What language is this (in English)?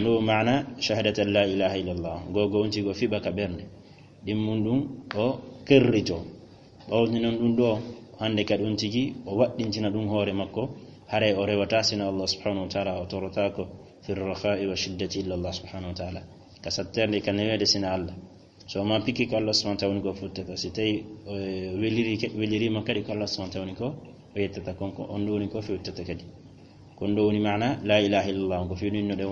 Fula